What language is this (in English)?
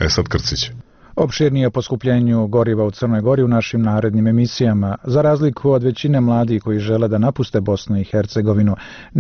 Bosnian